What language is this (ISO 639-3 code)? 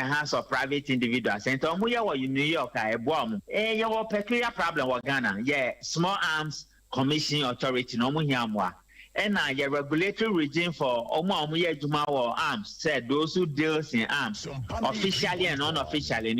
aka